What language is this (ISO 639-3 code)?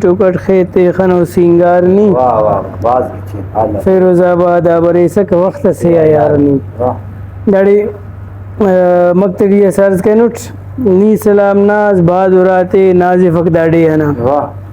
brh